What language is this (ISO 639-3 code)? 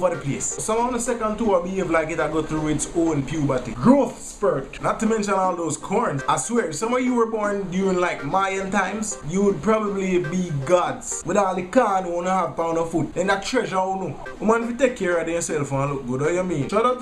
jam